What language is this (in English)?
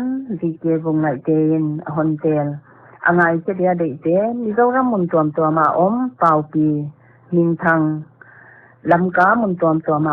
Paite Chin